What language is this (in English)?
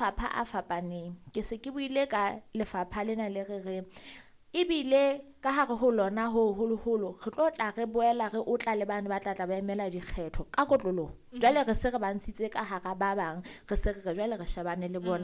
Southern Sotho